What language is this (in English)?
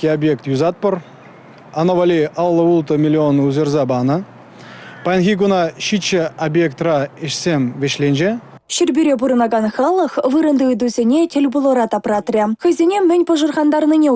Chuvash